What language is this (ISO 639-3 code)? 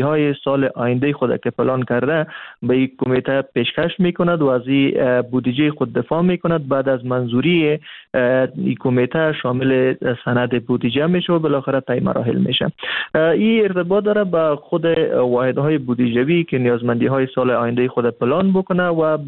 fas